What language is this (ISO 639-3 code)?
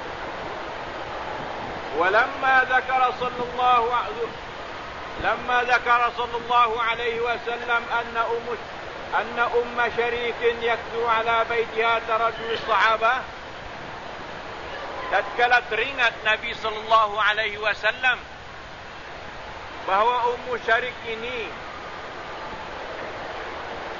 msa